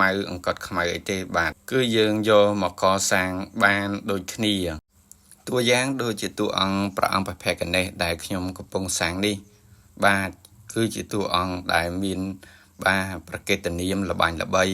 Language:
Khmer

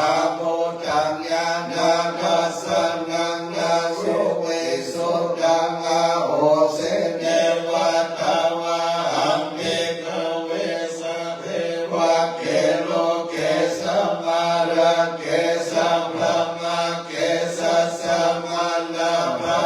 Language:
Pali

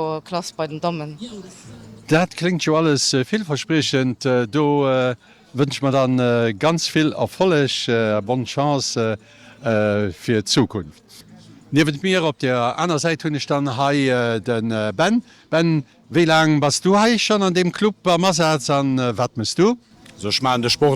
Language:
Luxembourgish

